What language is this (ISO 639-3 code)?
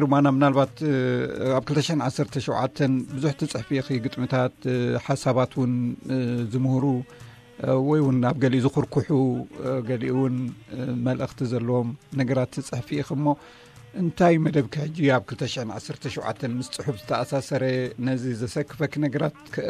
tir